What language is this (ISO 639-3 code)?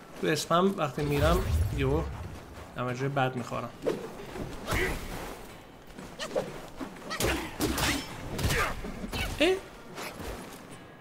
fas